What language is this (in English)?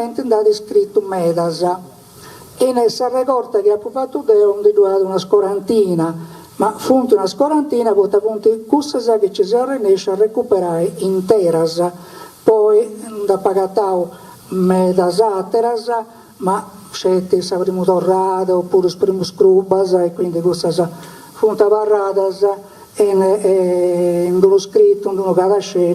Sardinian